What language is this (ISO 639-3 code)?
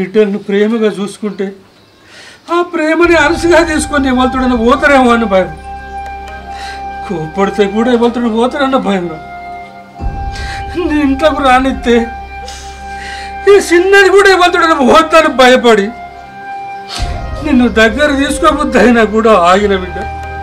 tel